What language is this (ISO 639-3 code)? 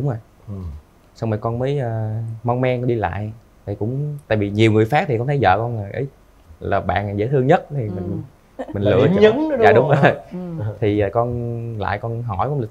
vie